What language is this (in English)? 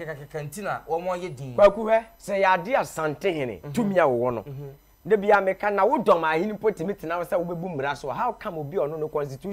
Akan